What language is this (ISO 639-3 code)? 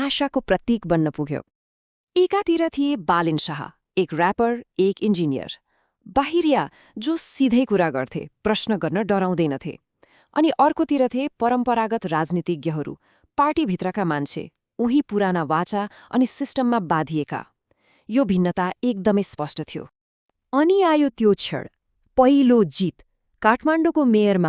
nep